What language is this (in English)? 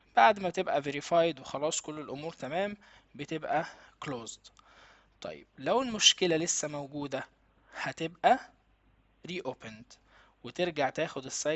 Egyptian Arabic